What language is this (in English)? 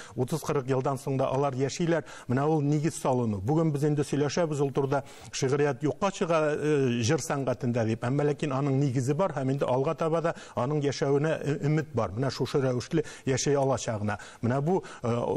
Tatar